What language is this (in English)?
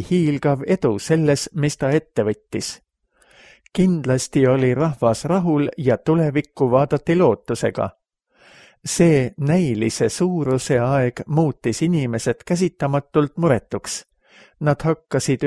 Estonian